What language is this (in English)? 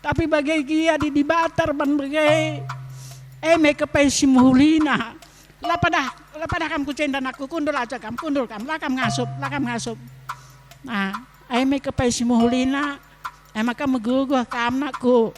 Batak Karo